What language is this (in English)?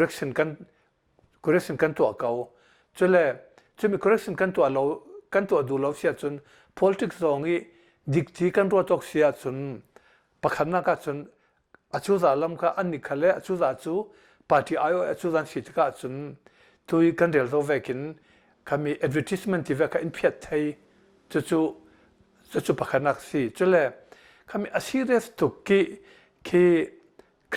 Hakha Chin